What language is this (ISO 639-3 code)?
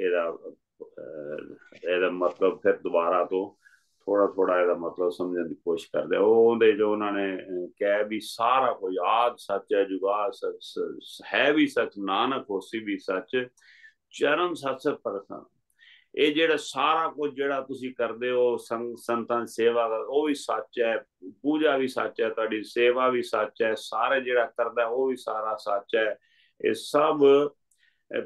pan